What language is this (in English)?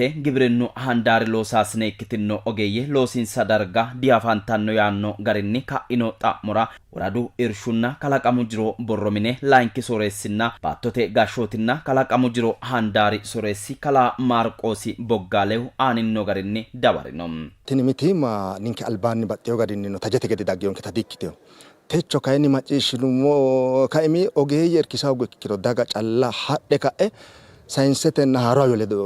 Sidamo